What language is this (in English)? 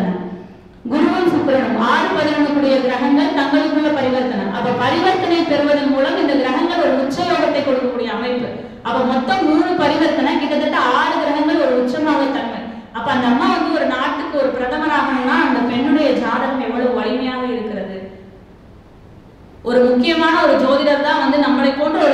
Tamil